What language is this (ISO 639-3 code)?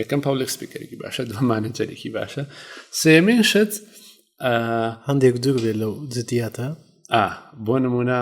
ckb